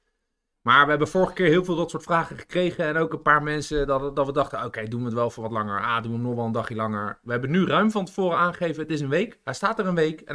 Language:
Dutch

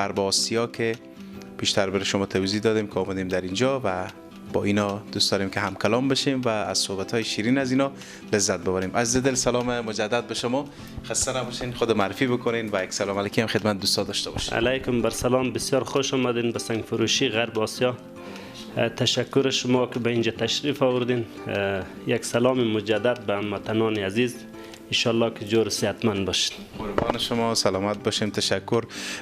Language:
Persian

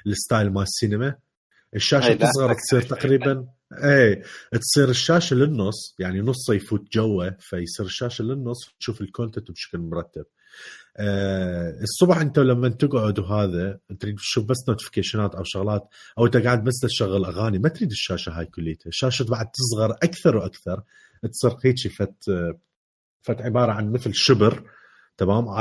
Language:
Mesopotamian Arabic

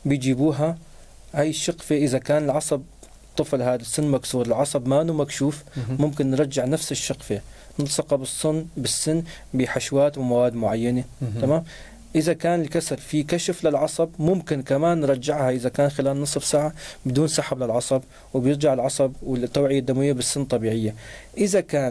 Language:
North Levantine Arabic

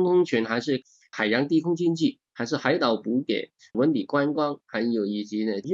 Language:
Chinese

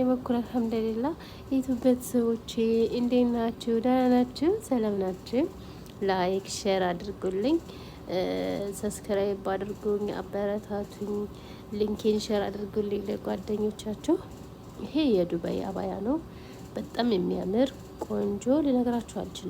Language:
Amharic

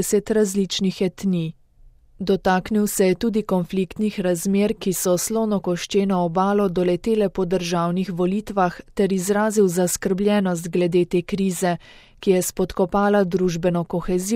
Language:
Slovenian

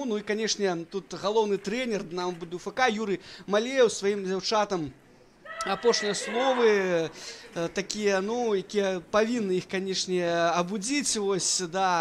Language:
Belarusian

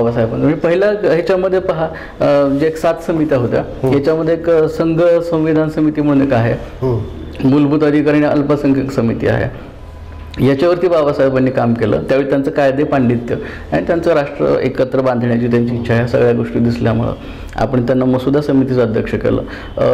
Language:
Marathi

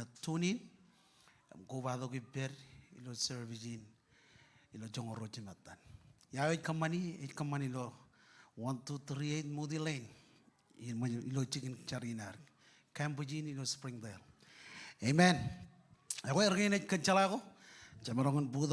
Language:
Marshallese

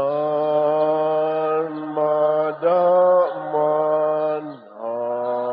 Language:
Waray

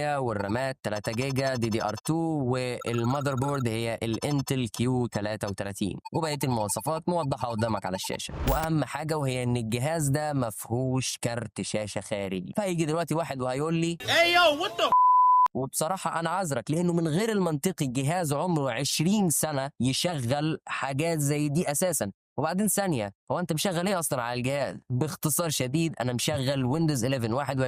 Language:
Egyptian Arabic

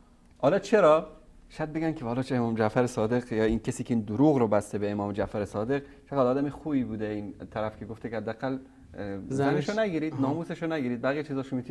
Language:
Persian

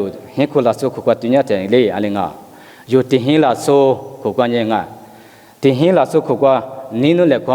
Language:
Lisu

